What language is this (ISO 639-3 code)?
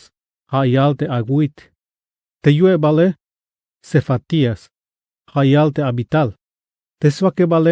tzh